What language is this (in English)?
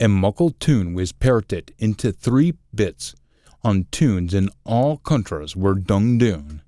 Scots